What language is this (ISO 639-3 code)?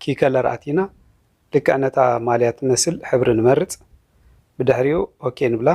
tir